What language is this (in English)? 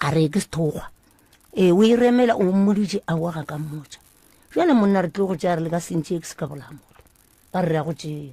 Northern Sotho